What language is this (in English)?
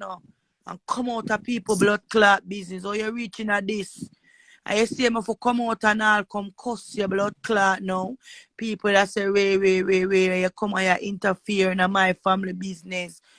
Jamaican Creole English